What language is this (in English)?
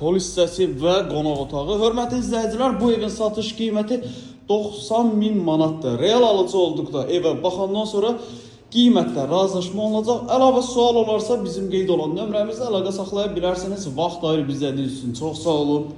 Azerbaijani